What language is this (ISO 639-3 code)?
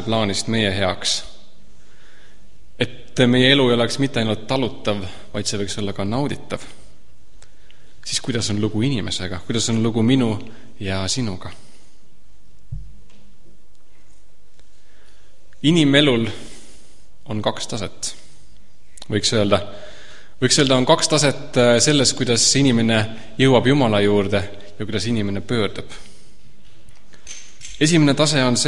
est